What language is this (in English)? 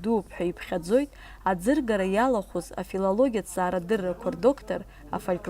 Abkhazian